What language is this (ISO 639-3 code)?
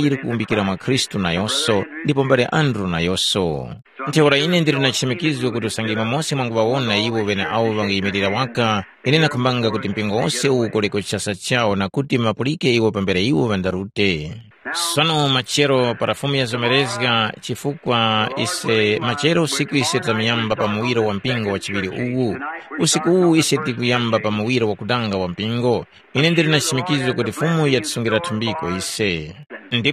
tum